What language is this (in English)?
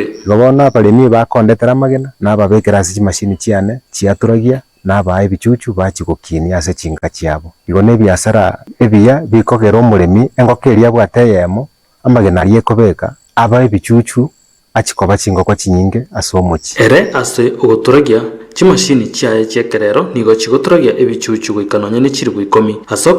Gusii